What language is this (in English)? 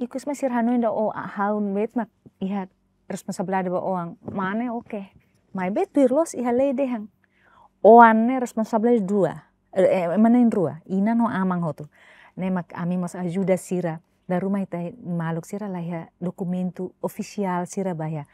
Tetum